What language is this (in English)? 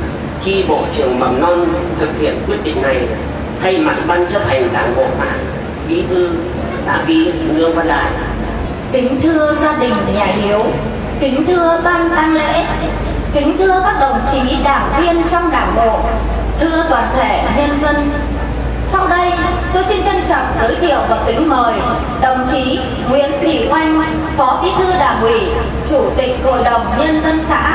Vietnamese